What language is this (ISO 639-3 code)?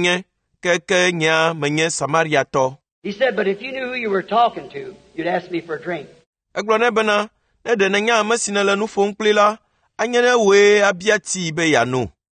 ewe